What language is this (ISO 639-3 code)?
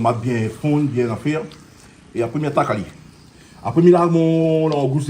rcf